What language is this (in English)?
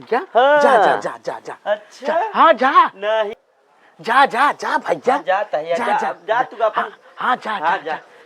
Awadhi